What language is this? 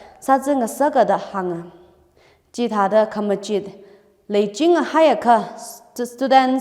Tangkhul Naga (India)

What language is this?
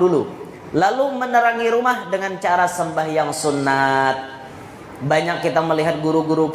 Banjar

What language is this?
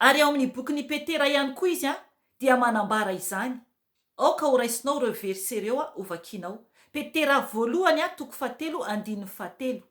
Malagasy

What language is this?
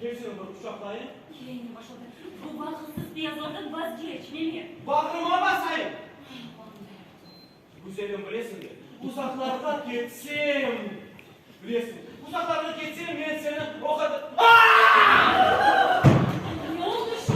Crimean Tatar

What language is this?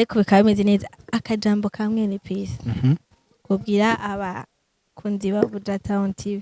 Rundi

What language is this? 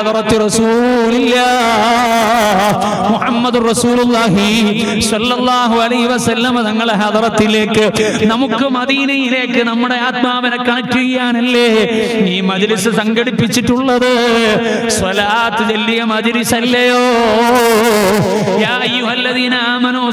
Malayalam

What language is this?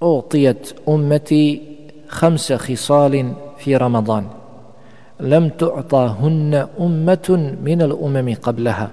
Bosnian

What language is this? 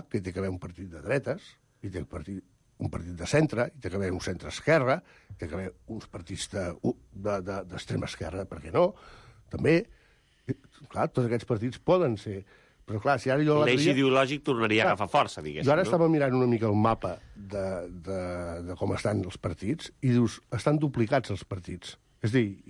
Catalan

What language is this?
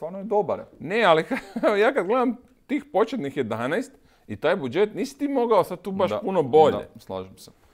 Croatian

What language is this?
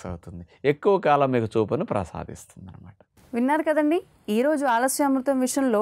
Telugu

